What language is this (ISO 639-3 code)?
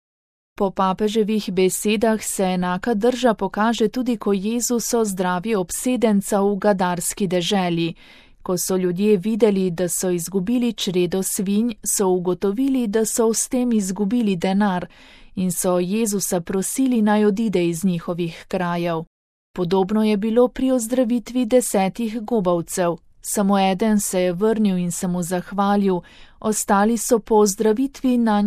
slv